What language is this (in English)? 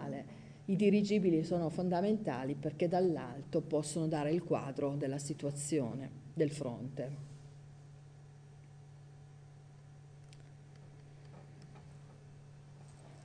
Italian